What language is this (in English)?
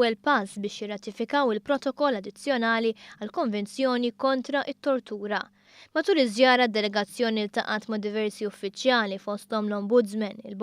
Maltese